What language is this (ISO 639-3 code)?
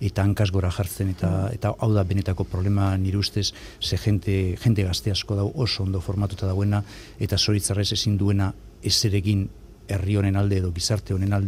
eus